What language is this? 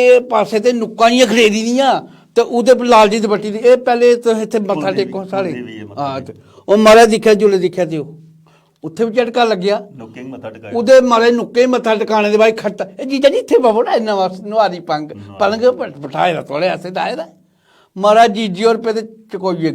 Dogri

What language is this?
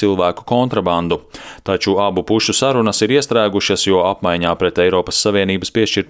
Latvian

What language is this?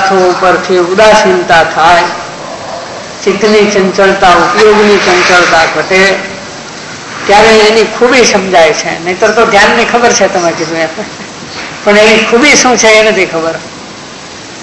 Gujarati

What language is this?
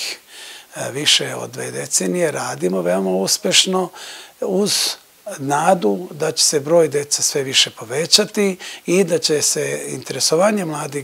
Serbian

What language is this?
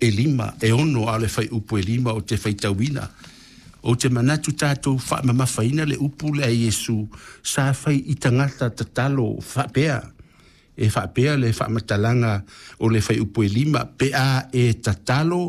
Samoan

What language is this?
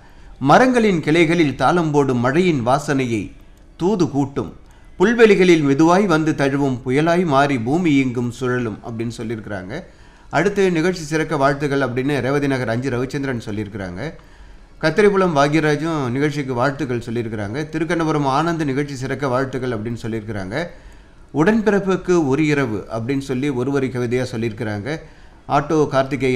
Tamil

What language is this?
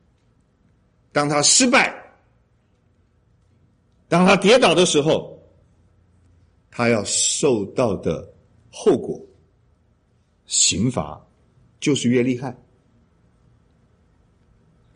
Chinese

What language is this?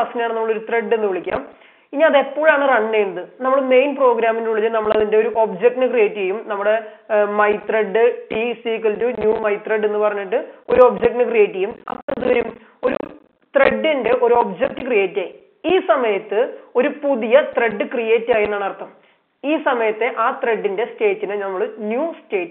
Malayalam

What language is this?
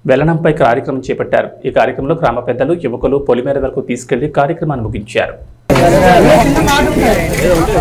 Telugu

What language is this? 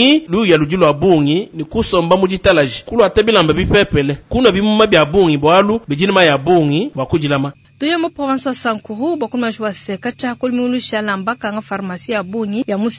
Luba-Lulua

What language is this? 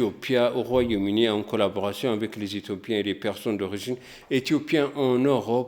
French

